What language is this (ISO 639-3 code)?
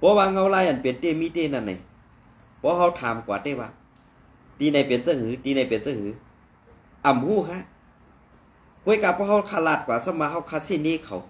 shn